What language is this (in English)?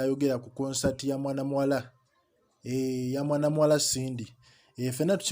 Ganda